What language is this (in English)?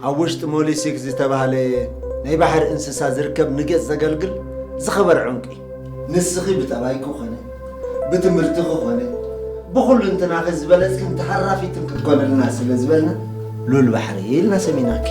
Tigrinya